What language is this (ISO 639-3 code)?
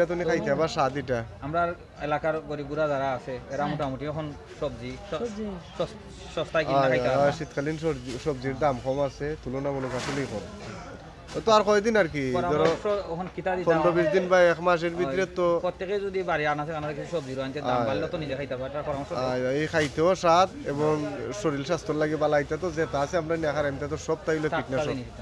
syl